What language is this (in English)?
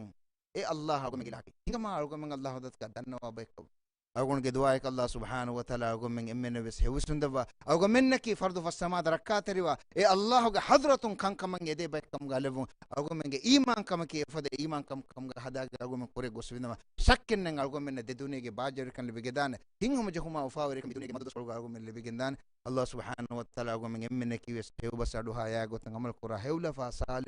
Divehi